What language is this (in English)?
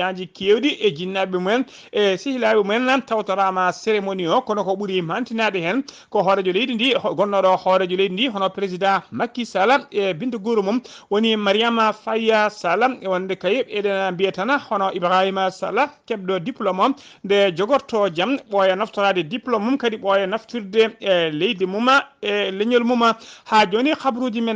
Fula